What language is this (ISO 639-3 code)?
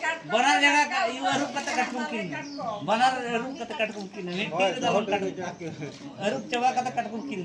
sat